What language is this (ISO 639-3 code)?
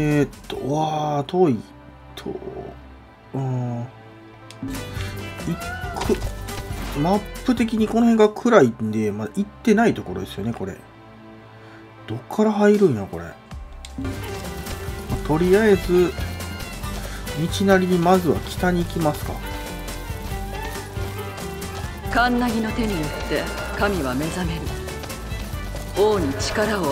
jpn